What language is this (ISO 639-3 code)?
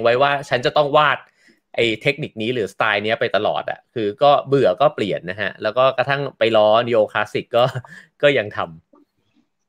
tha